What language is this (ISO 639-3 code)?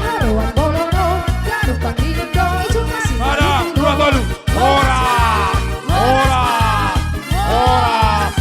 bts